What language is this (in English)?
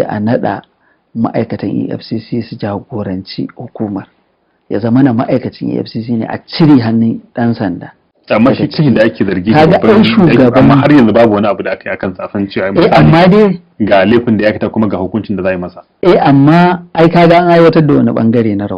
Hausa